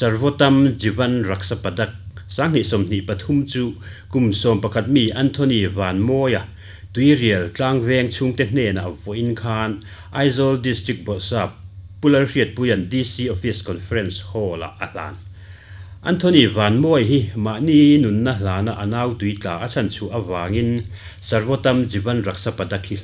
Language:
Mizo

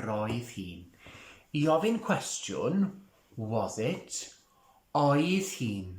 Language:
Welsh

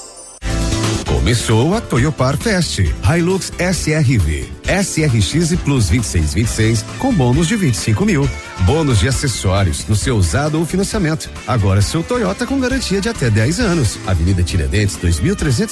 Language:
Portuguese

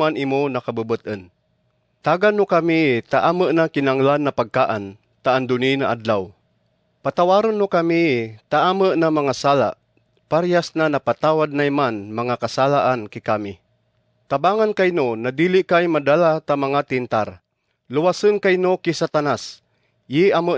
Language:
Kagayanen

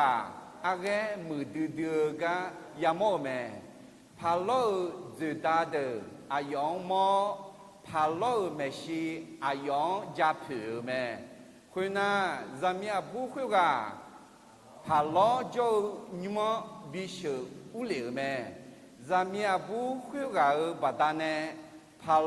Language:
Akha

